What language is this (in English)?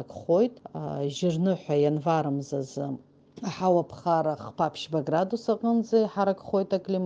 Abkhazian